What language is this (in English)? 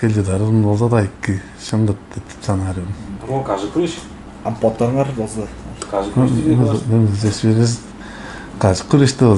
Tuvinian